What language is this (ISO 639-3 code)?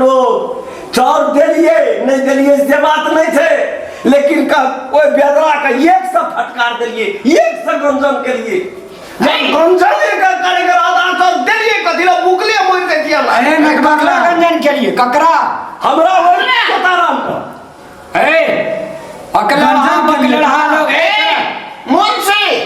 mai